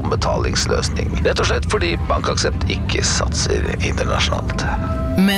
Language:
Norwegian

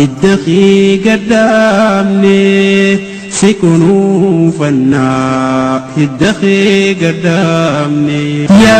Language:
Oromo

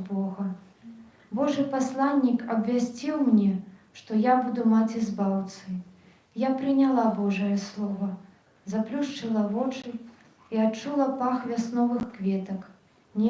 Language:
Belarusian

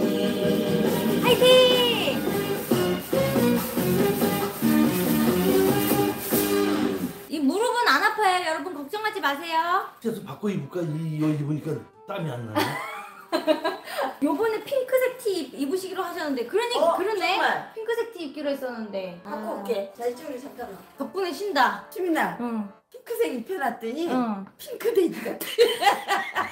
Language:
Korean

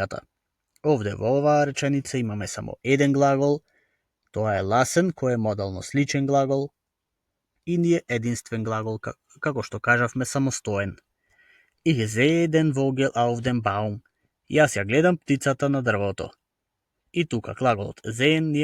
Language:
Macedonian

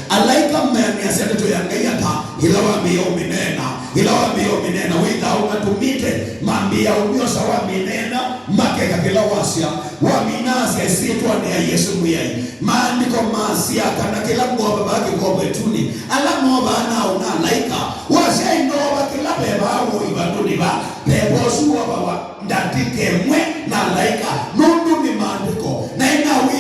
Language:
Kamba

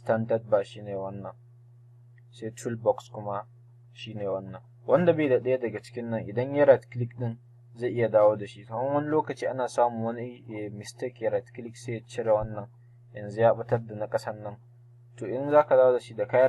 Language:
Hausa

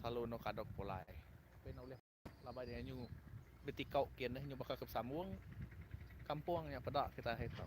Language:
Iban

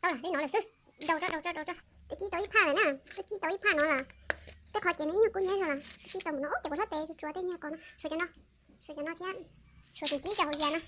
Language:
Hmong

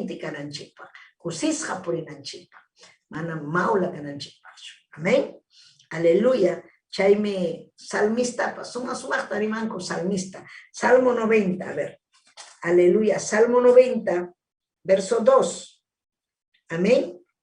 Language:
Ayacucho Quechua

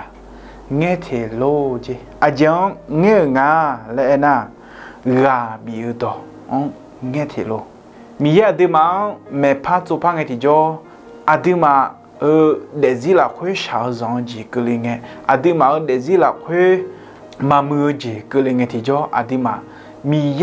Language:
Akha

